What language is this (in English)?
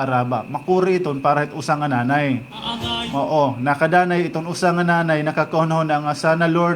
Waray